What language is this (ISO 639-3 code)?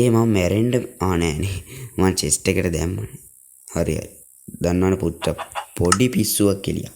sin